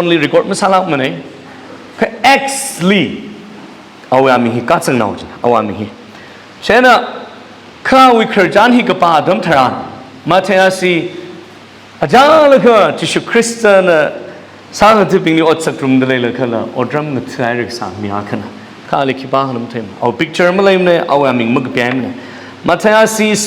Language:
Tangkhul Naga (India)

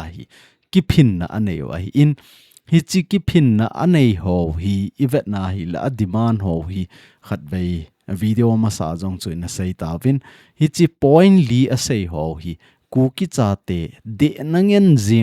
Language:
Thado Chin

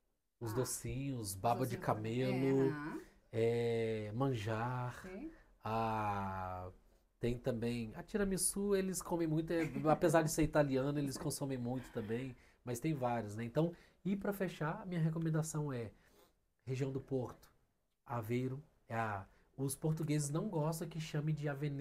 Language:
Portuguese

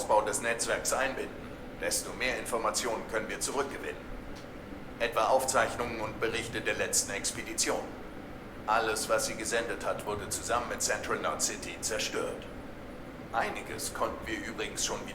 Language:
Swiss German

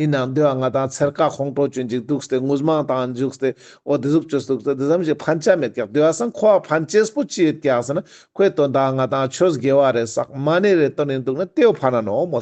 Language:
Ladakhi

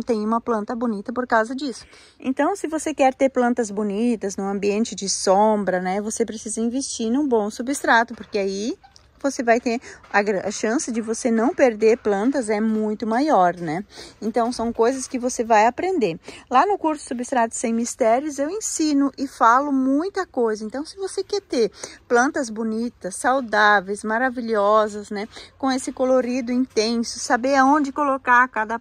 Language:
Portuguese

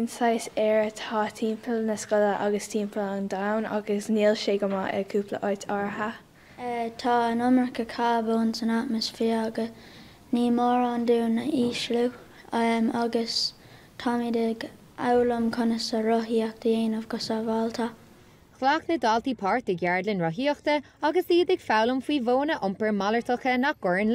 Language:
Irish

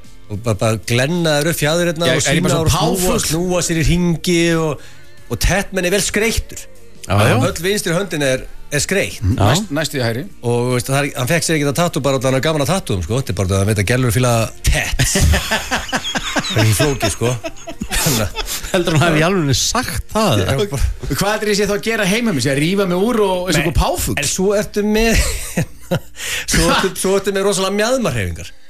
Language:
Icelandic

